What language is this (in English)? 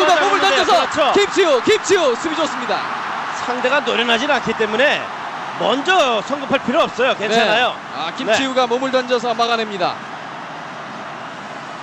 Korean